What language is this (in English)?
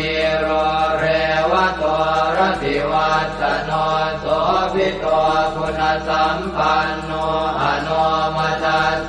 Pali